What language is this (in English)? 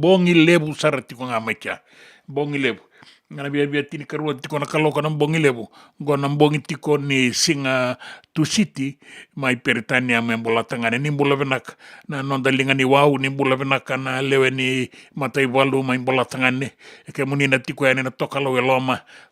Fijian